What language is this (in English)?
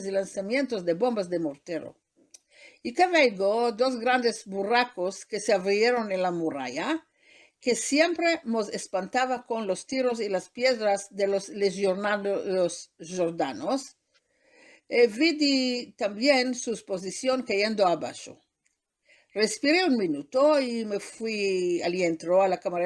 Ladino